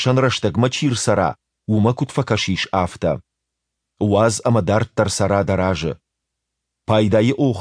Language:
Ossetic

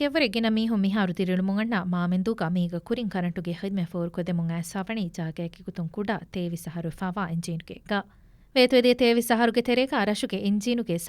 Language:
Divehi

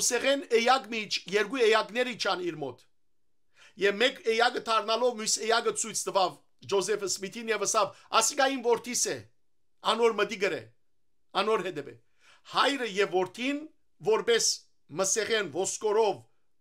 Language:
Western Armenian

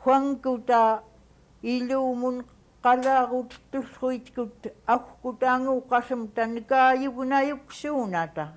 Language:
Central Yupik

